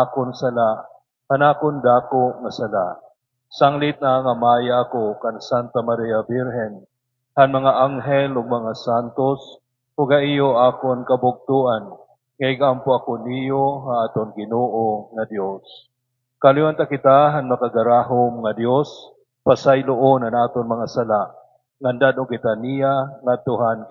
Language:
Waray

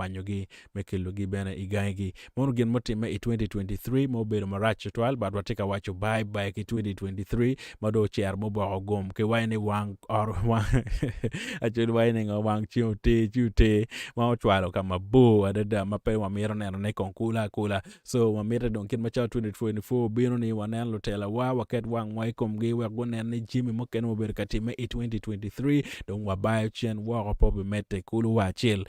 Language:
Acoli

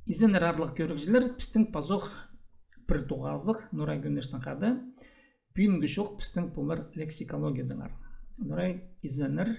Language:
Khakas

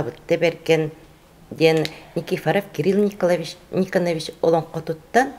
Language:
Yakut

